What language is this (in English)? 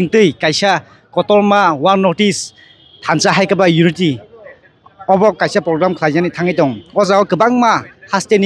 Kok Borok